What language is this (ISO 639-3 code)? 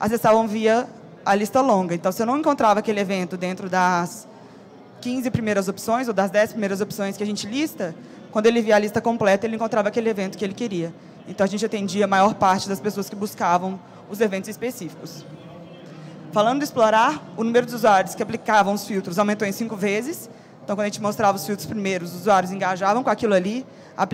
por